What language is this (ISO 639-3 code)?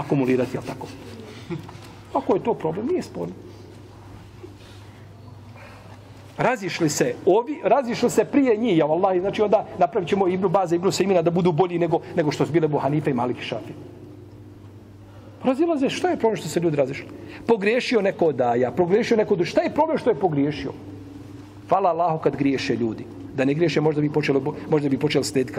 bos